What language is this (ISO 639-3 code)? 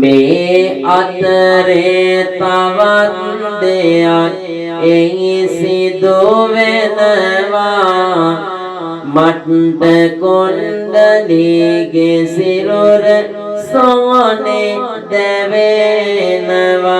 sin